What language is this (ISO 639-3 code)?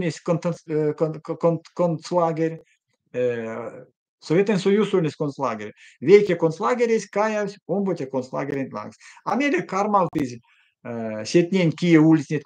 myv